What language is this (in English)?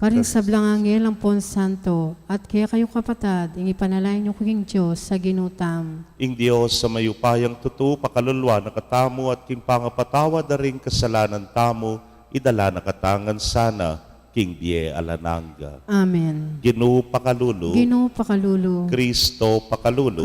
Pampanga